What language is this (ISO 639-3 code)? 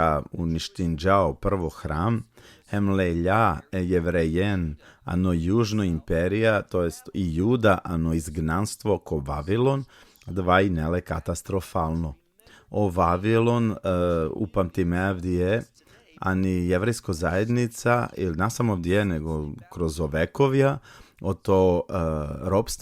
rmn